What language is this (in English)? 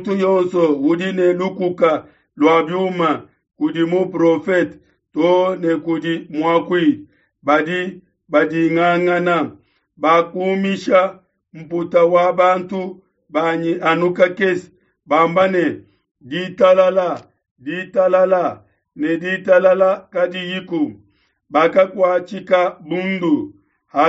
Luba-Lulua